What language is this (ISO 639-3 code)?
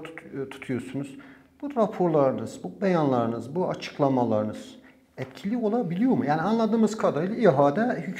tur